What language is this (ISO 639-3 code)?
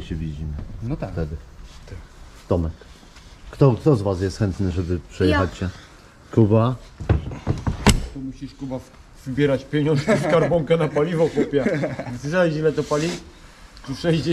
pol